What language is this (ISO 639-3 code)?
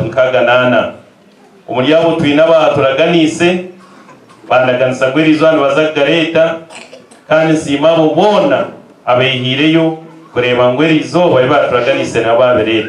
nyn